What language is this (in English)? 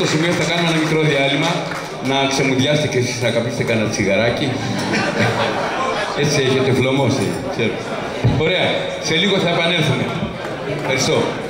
Greek